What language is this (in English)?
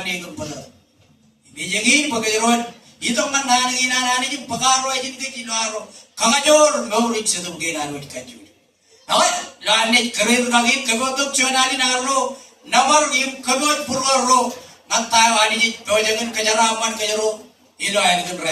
Marshallese